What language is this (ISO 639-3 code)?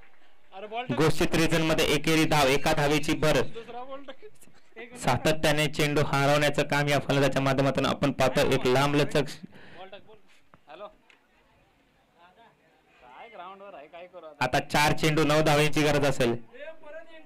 mar